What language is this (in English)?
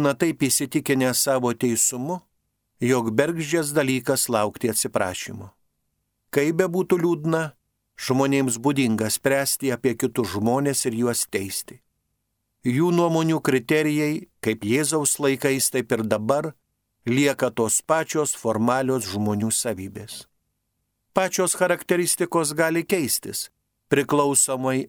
Lithuanian